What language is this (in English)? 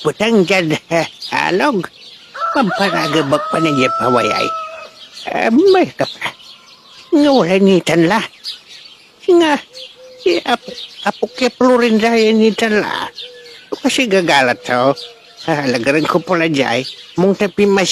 Pangasinan